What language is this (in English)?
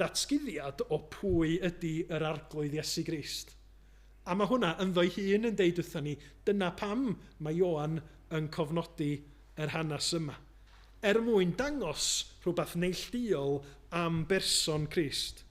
Welsh